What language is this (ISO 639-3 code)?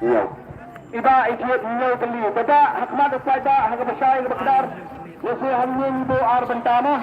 kha